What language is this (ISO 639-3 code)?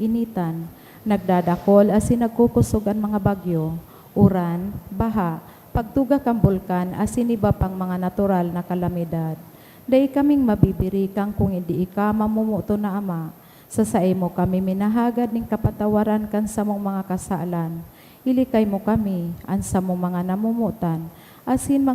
bik